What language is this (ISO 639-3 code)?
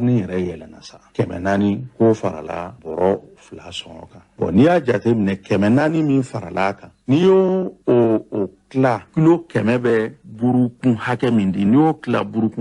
bam